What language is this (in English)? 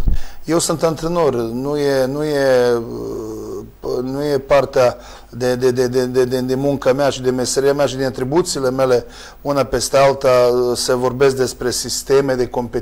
Romanian